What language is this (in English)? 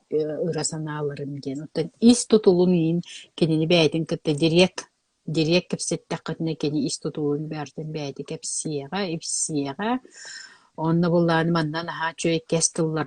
Yakut